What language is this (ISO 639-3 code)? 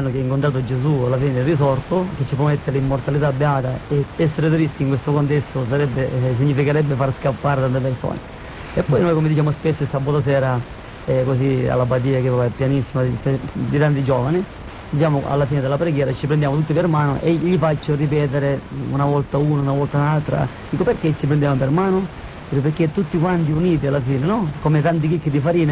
ita